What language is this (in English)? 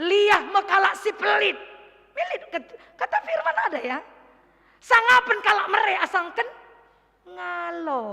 Batak Karo